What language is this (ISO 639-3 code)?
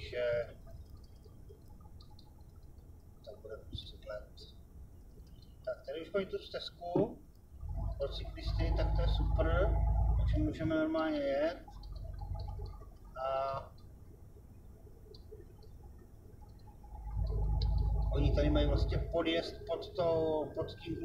ces